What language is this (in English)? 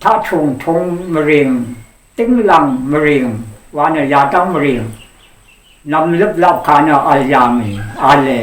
Rawang